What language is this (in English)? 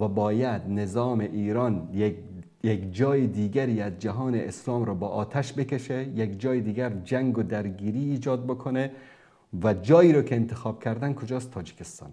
Persian